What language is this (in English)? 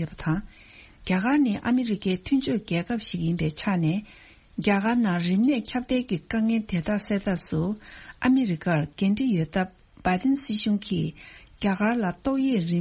Tibetan